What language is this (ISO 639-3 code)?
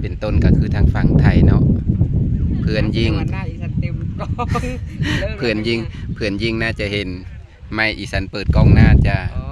lao